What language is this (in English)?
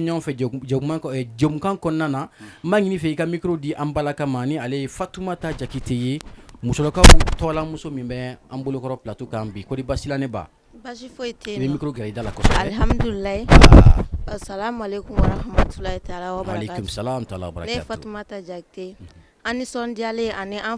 Bambara